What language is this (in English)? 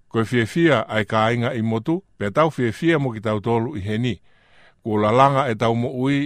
Tongan